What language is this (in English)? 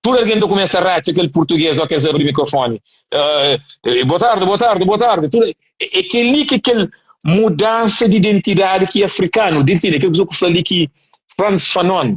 Kabuverdianu